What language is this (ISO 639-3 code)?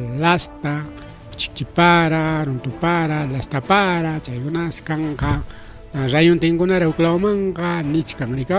quy